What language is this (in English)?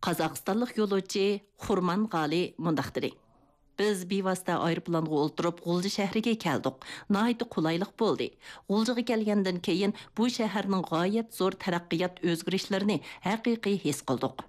Uyghur